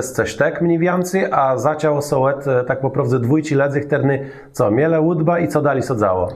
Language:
Kashubian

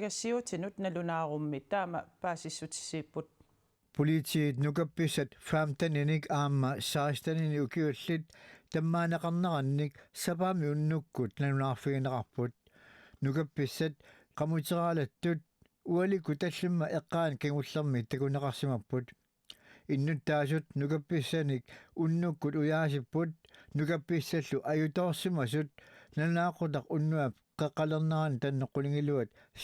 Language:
Kalaallisut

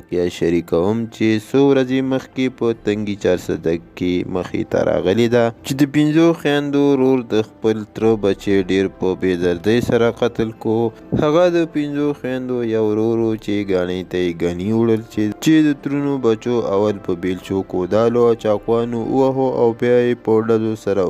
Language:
Pashto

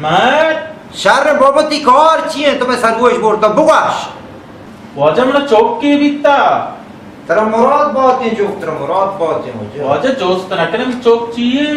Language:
Baluchi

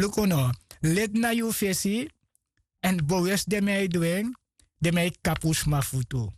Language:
Sranan Tongo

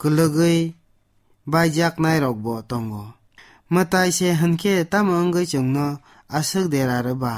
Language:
Kok Borok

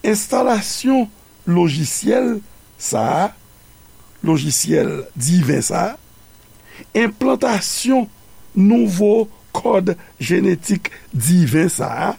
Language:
Haitian Creole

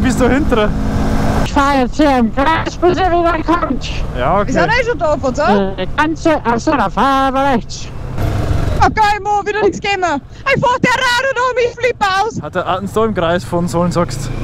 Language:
Bavarian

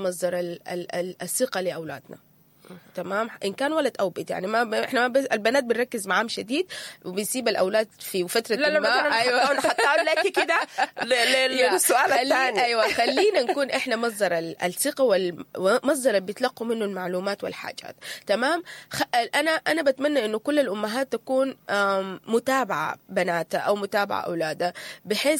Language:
Sudanese Arabic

